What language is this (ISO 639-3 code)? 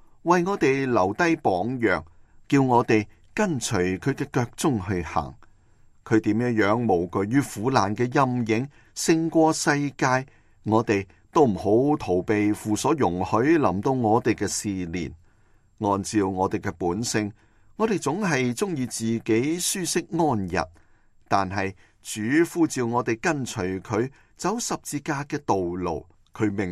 yue